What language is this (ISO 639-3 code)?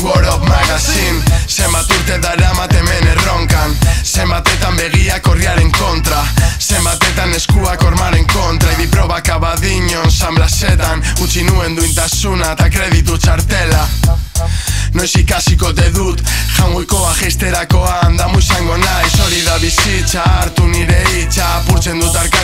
eus